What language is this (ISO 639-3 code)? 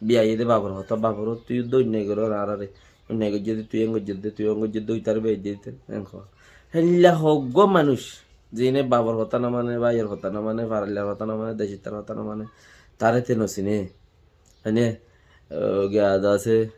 rhg